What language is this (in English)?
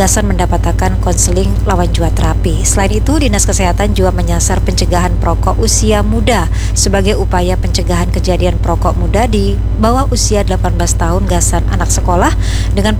Banjar